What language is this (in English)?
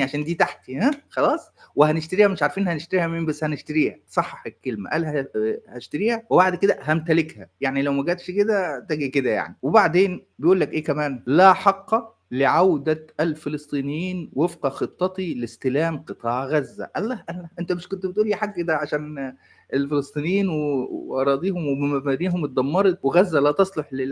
Egyptian Arabic